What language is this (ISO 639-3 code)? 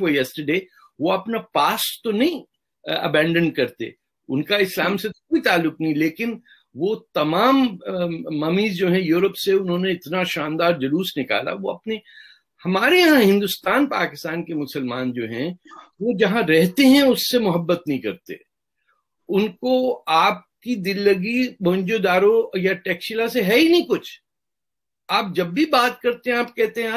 urd